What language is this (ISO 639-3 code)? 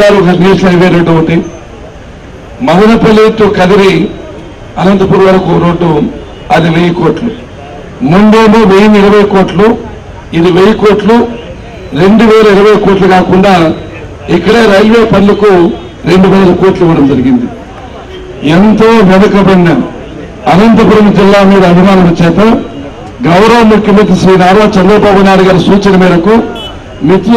tel